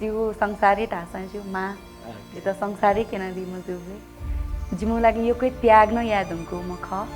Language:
Newari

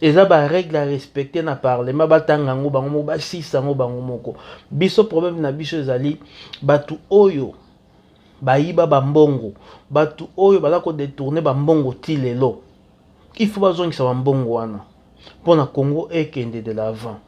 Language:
Lingala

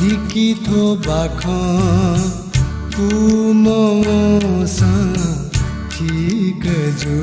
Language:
Newari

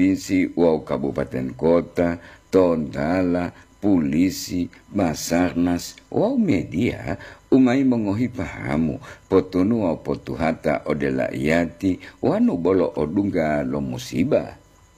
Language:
Gorontalo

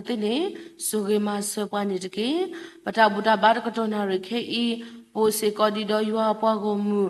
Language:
S'gaw Karen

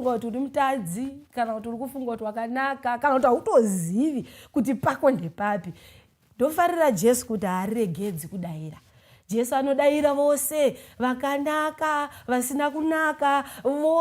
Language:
Shona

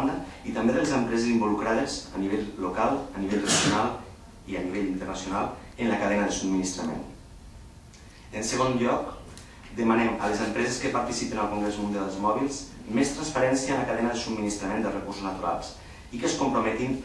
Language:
Catalan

